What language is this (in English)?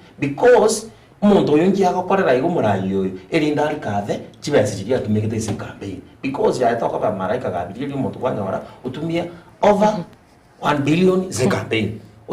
Gusii